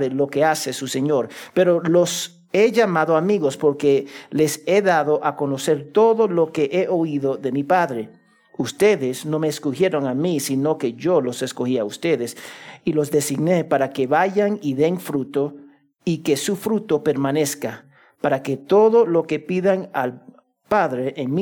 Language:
Spanish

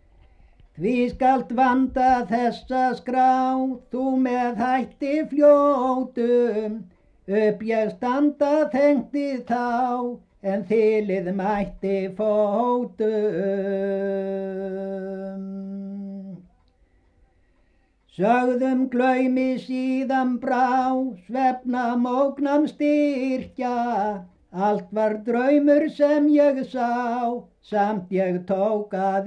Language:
Icelandic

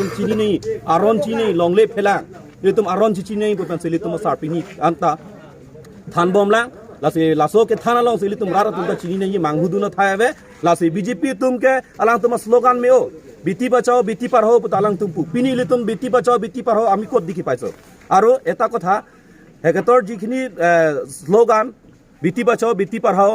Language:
Karbi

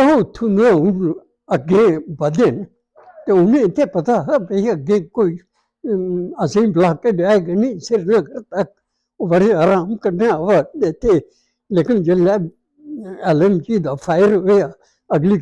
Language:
Dogri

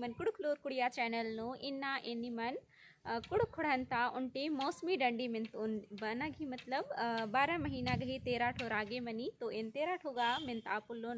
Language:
Kurukh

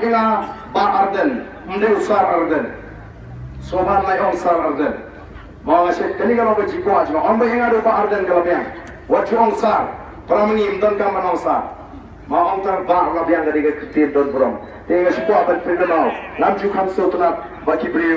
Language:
Khasi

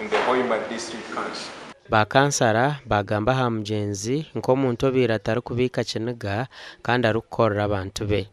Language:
Nyankole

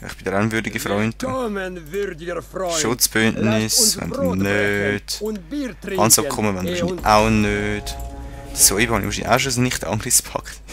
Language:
Swiss German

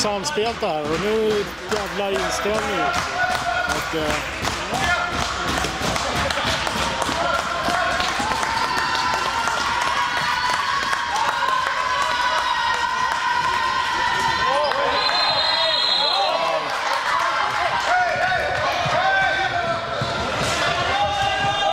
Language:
Swedish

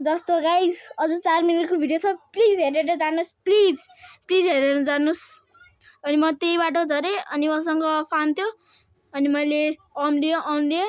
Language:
Nepali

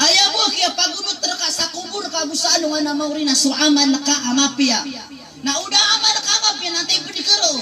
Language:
Maranao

